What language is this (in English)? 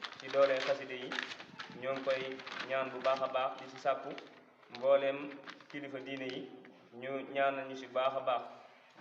Wolof